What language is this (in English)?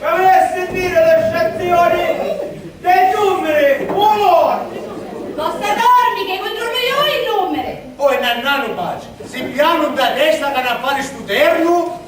Sicilian